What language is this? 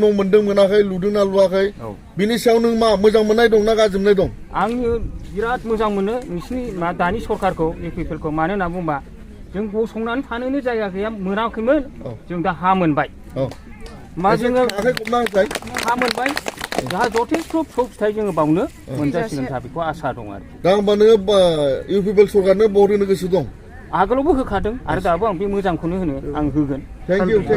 Bodo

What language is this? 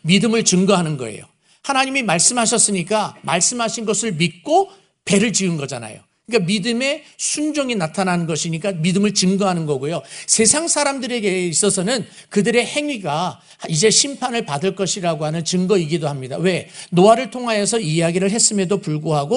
Korean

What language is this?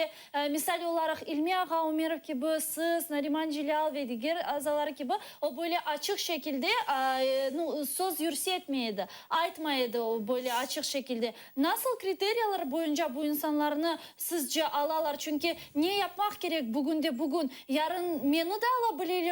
Crimean Tatar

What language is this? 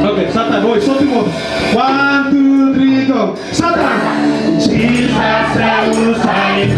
Tok Pisin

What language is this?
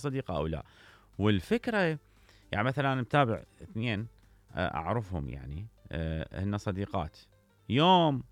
Mesopotamian Arabic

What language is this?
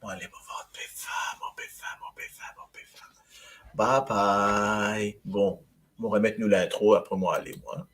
Morisyen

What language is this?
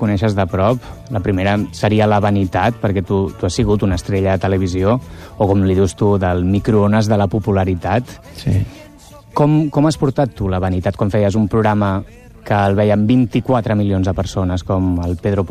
Catalan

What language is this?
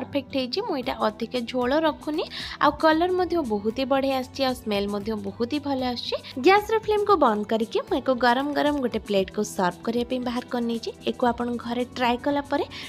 Odia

